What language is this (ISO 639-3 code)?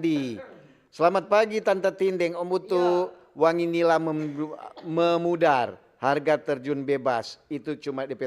xmm